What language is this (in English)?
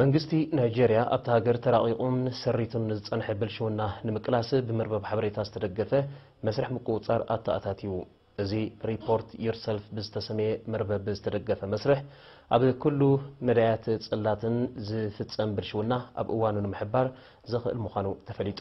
Tigrinya